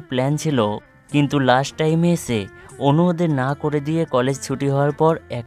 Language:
Bangla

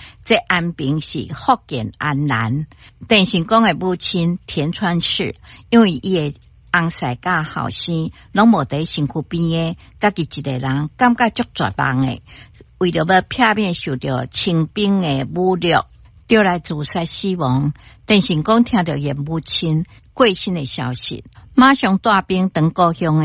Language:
Min Nan Chinese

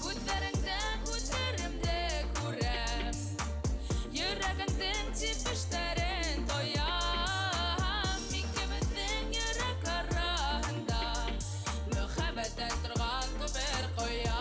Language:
Bashkir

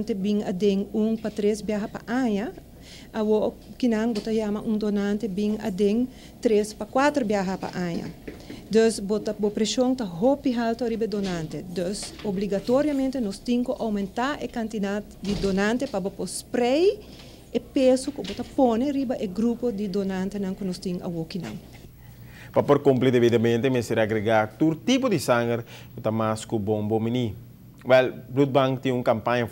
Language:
Papiamento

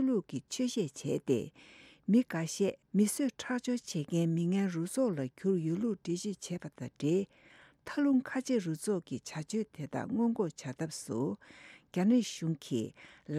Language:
Tibetan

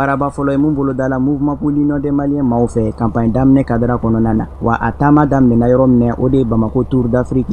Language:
Bambara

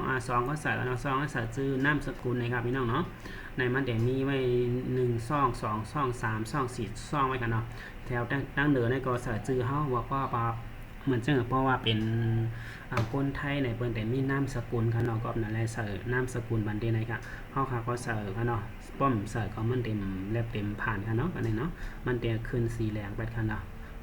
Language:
Shan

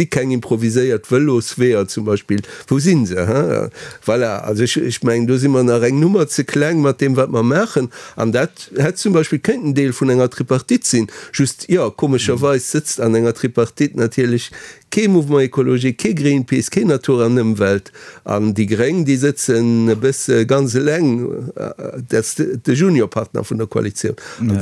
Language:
Luxembourgish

